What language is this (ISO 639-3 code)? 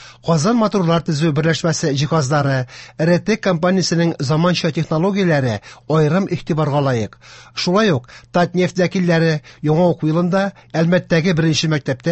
tat